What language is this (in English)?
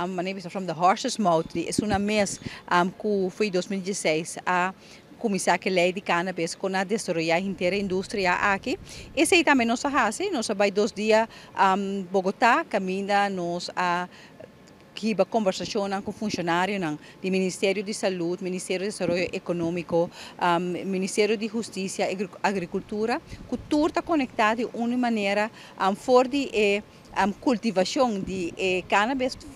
Papiamento